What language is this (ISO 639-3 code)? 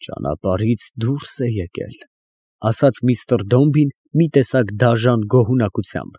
hye